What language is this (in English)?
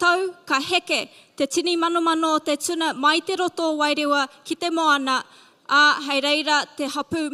Māori